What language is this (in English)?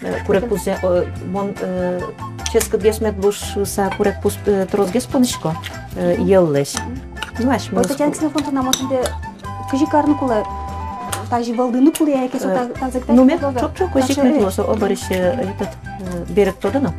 Udmurt